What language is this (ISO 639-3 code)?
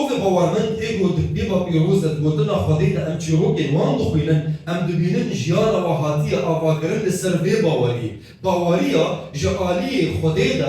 kur